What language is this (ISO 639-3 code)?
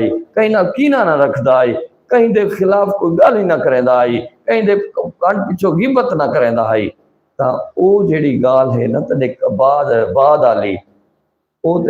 skr